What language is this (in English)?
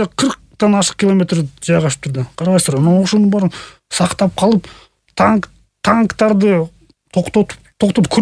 Kyrgyz